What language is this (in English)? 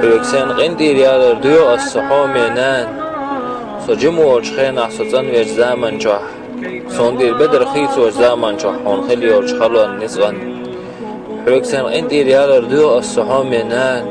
Chechen